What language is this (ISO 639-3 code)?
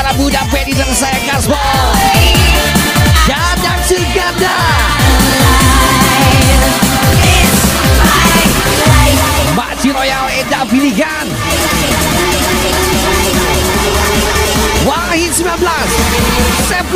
ind